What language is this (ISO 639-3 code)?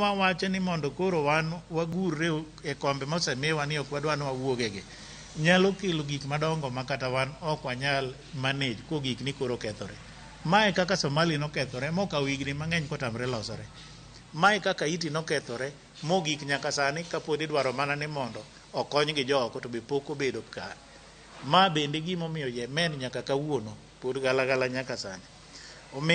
luo